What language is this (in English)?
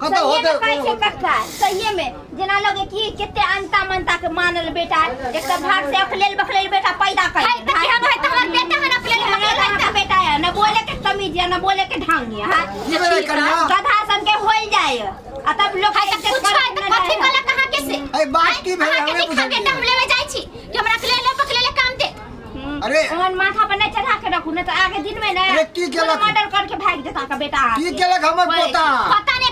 Maithili